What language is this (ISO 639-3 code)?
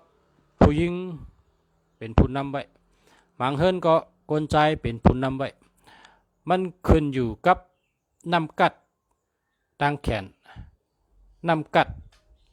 shn